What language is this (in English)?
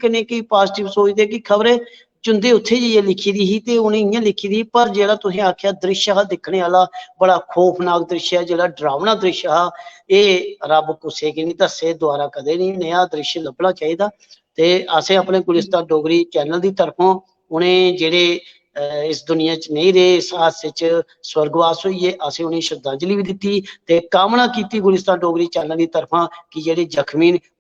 Dogri